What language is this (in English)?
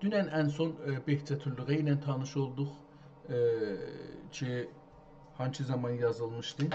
South Azerbaijani